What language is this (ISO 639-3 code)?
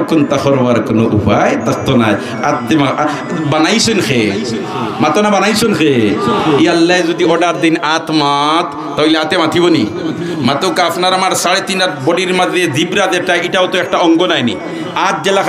syl